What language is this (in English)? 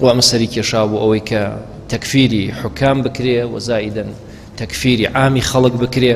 Central Kurdish